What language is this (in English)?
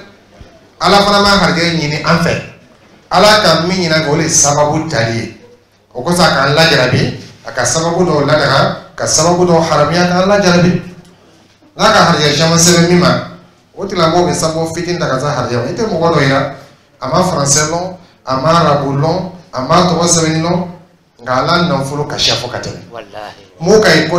Dyula